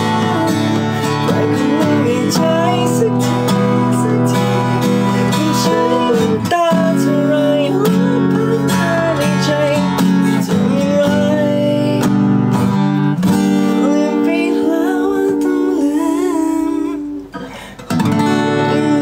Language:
Thai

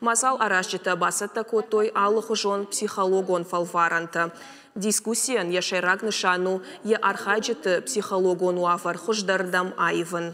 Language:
Ossetic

